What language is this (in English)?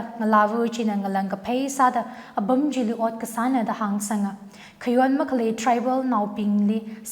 Tangkhul Naga (India)